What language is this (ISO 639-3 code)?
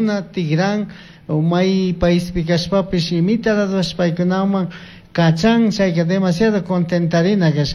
qug